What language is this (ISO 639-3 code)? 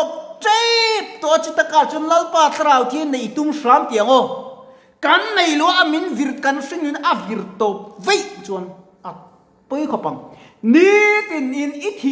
lus